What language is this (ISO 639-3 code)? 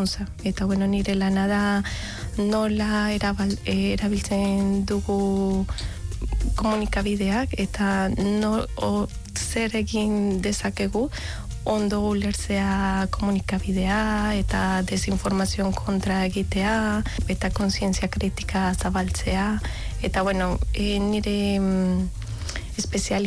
eus